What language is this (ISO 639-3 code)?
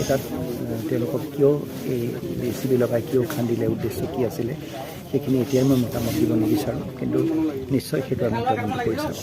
asm